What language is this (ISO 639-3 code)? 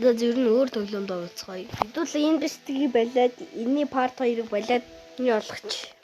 mon